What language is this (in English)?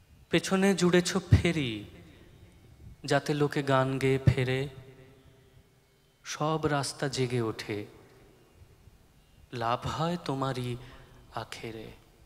Bangla